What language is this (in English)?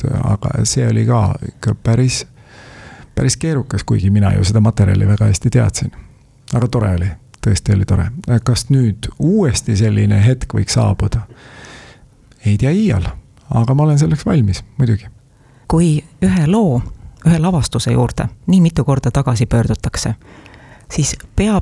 Estonian